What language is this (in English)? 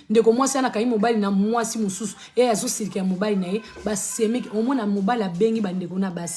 Lingala